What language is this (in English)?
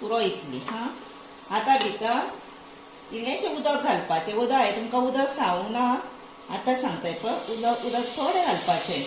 Konkani